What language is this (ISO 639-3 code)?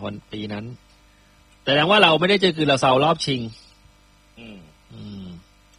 tha